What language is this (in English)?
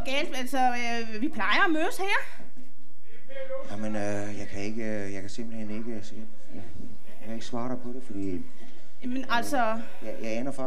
Danish